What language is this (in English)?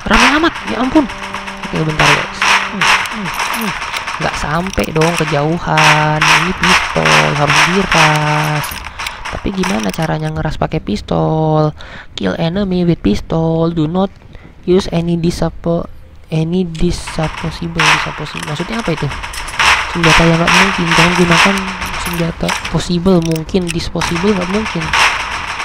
Indonesian